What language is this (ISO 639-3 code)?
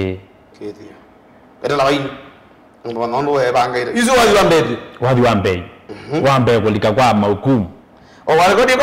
kam